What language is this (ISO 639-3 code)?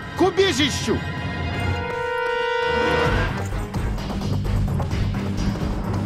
rus